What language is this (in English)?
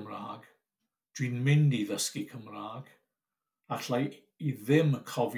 Welsh